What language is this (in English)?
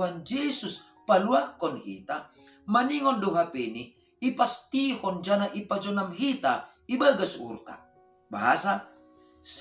Batak Simalungun